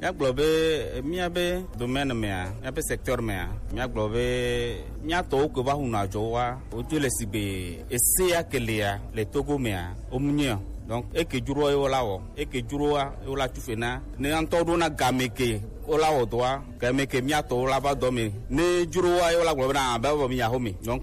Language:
Gen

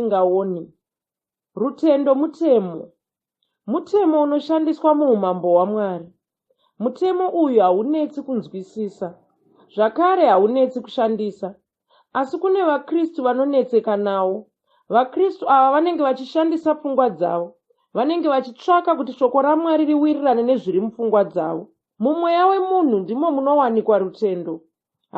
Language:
Shona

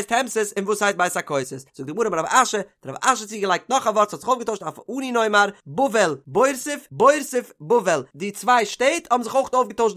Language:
Yiddish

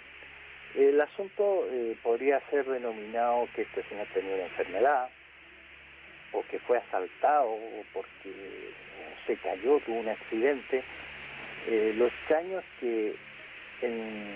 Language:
Spanish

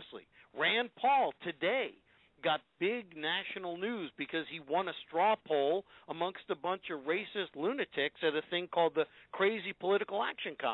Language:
English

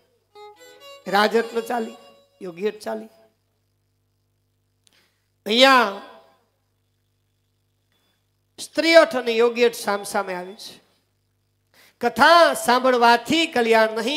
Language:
Gujarati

